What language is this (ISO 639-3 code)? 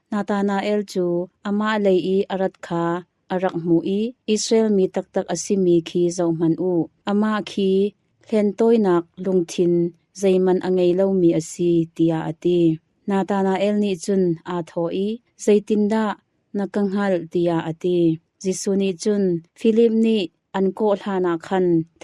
cnh